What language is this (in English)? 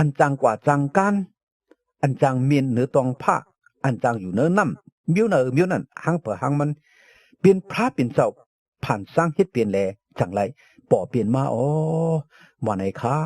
Shan